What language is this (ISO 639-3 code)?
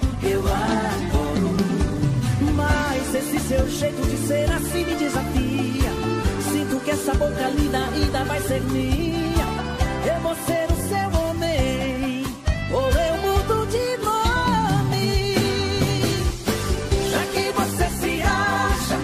por